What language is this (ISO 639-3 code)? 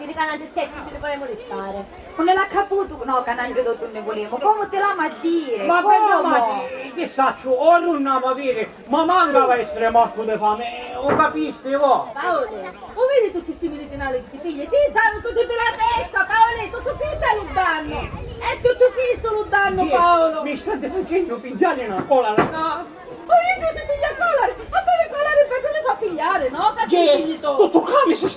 scn